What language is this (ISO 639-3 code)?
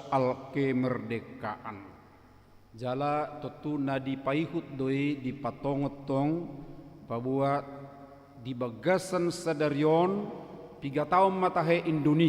bbc